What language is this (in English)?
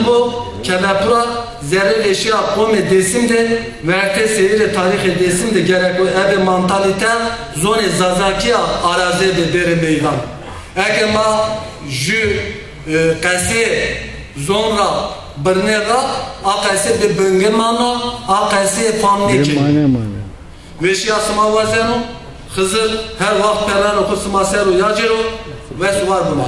Zaza